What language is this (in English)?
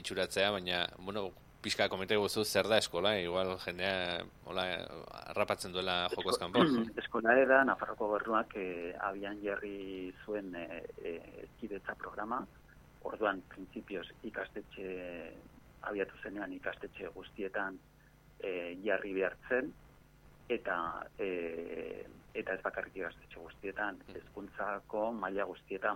Basque